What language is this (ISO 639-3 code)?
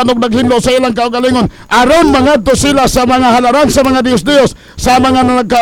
ceb